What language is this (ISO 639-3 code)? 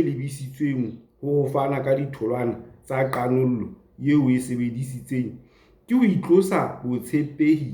sot